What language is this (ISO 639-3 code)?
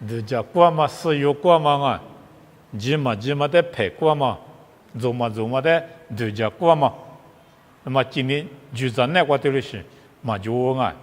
lis